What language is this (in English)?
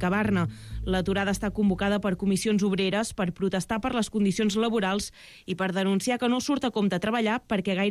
Catalan